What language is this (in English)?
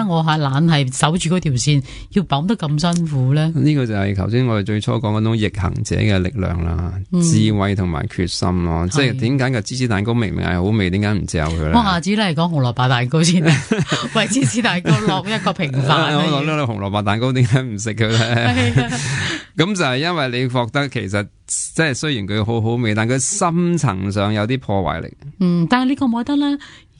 Cantonese